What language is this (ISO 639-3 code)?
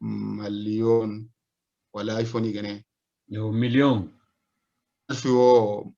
dje